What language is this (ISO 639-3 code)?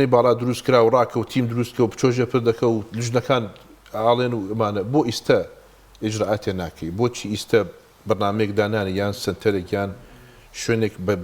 ckb